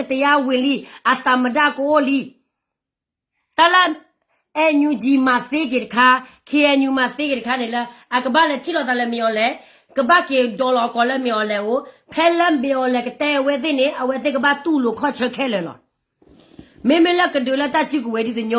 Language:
S'gaw Karen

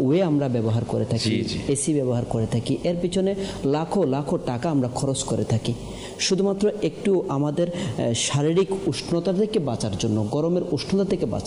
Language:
Bangla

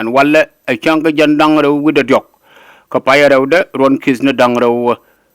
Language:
Nuer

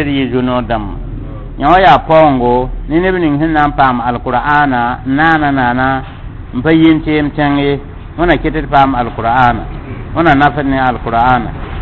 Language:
Mossi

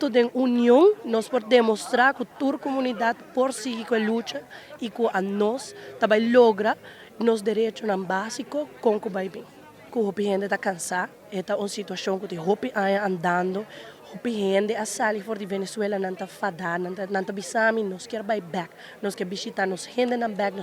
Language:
Papiamento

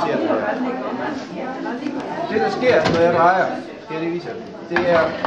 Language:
Danish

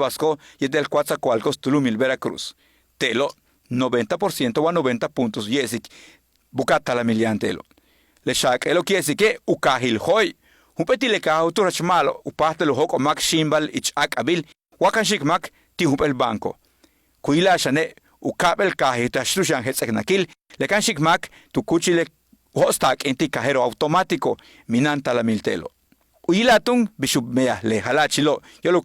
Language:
Yucateco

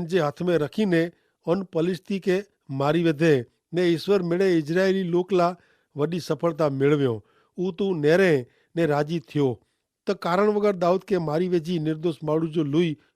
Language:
Kachhi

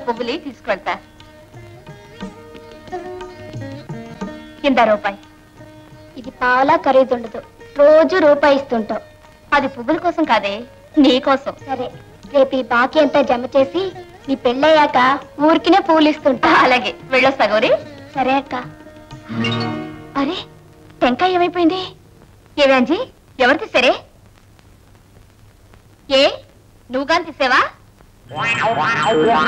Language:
Telugu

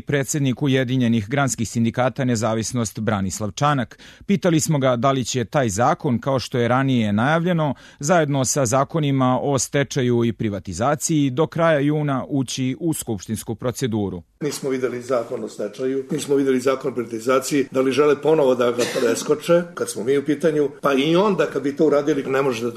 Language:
Serbian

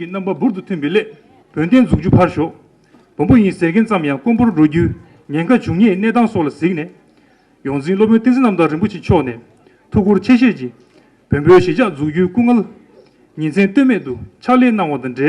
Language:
Tibetan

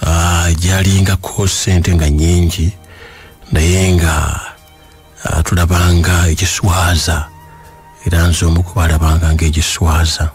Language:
Ganda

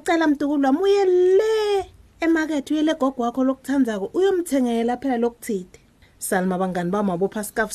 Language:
Swati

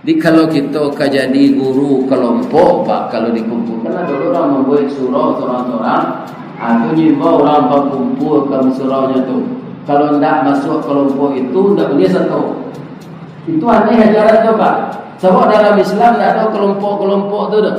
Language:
Minangkabau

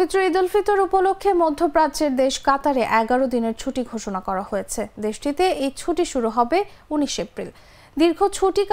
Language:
Bangla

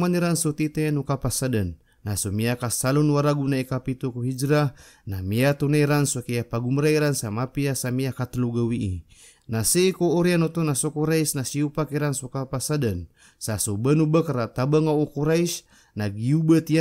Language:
Maranao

